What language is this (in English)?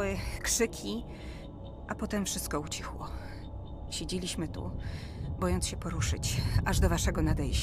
Polish